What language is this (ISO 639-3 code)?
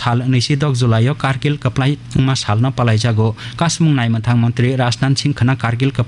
trp